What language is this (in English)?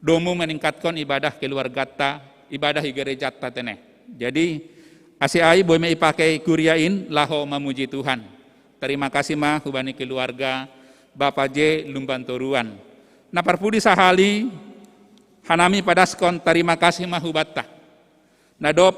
Batak Simalungun